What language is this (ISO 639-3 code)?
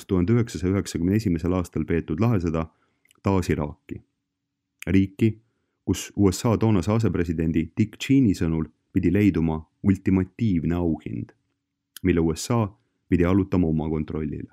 est